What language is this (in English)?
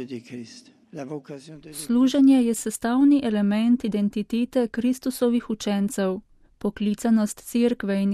Slovenian